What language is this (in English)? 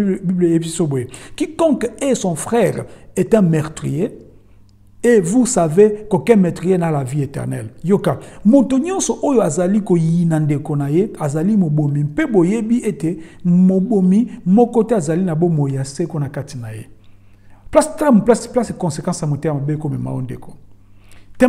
Lingala